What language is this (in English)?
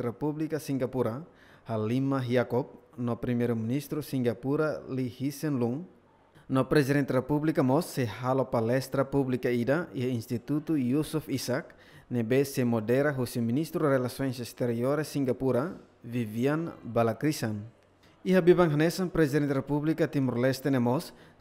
Tetum